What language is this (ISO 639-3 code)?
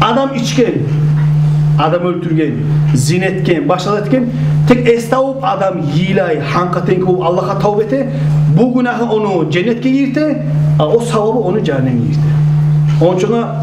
kum